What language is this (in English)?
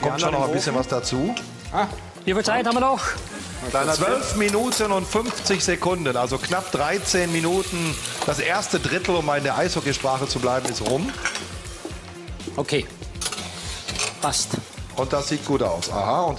German